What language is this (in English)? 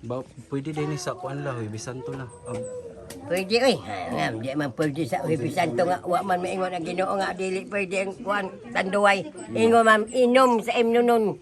Cebuano